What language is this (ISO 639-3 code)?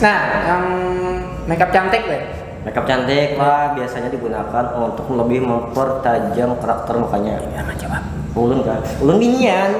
bjn